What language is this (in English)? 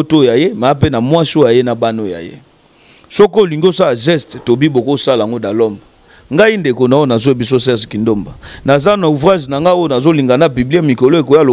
Lingala